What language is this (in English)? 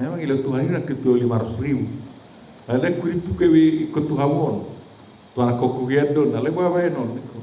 Batak Toba